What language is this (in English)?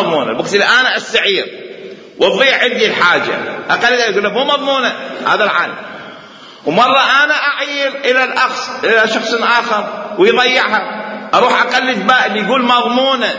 Mesopotamian Arabic